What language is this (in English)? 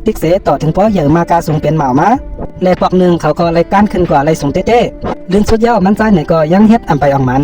Shan